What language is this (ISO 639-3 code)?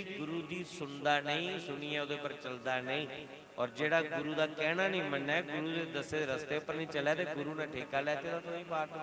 doi